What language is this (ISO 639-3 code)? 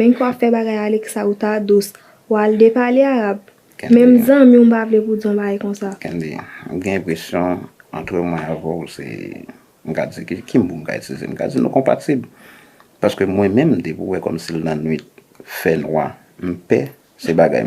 hat